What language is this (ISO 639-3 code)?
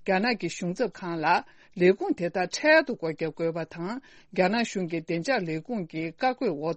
bod